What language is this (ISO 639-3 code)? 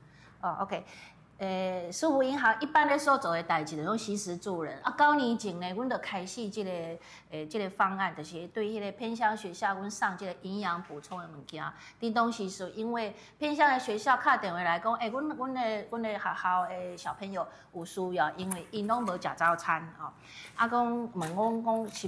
nan